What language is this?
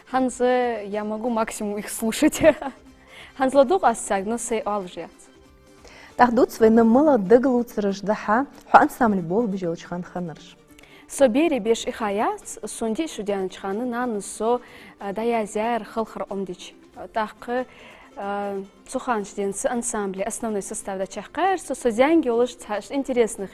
Ingush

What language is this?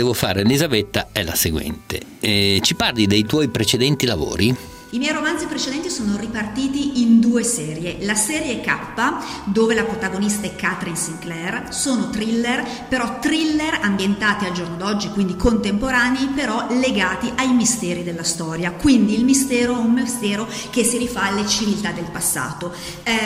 Italian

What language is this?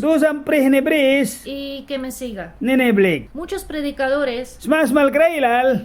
Mískito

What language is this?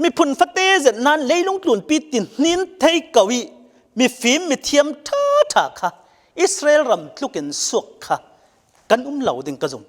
Falam Chin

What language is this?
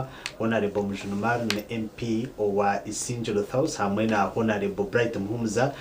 Nyankole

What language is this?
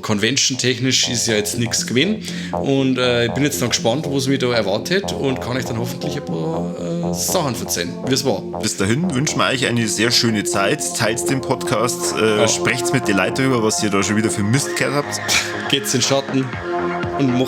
Bavarian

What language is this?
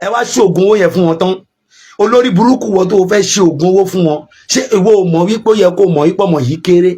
Yoruba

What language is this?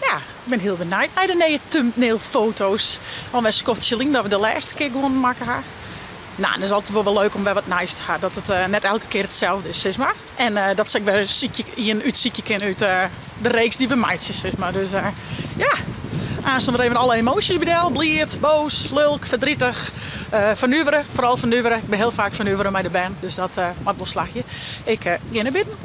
Western Frisian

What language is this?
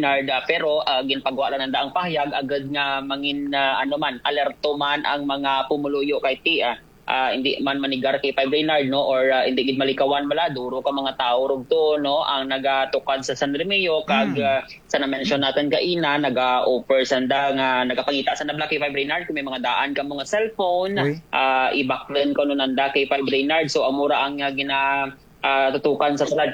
Kinaray-a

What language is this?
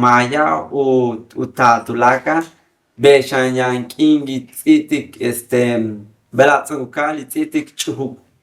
Yucateco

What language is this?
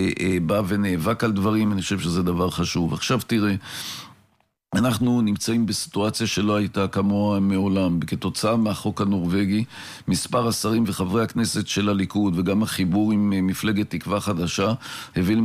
Hebrew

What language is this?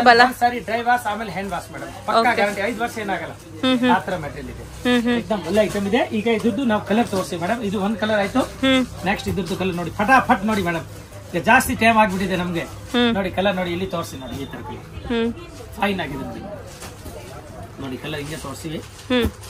Kannada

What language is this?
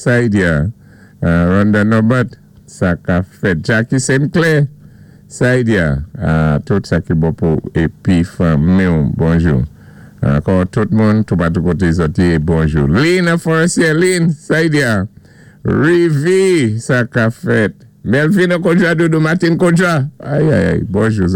Saint Lucian Creole French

